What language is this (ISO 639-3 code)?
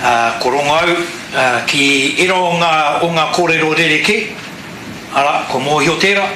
mri